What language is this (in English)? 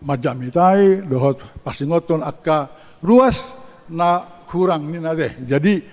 Batak Toba